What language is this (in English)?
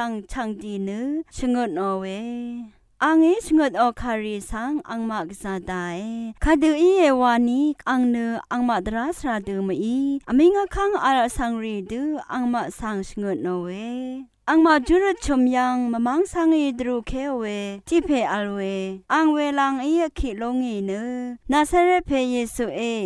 Rawang